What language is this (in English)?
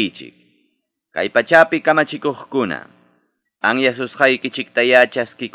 Quechua